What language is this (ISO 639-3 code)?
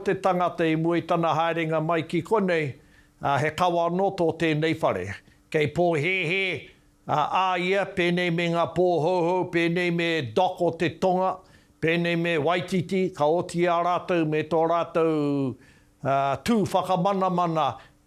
mri